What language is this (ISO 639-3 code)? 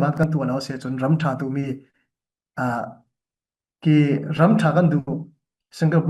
cfm